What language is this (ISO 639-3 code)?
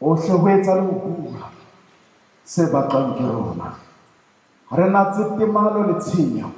sot